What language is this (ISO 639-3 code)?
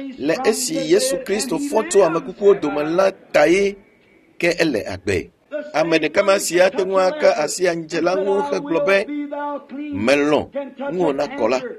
ewe